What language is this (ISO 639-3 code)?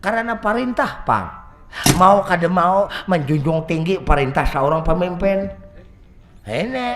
bjn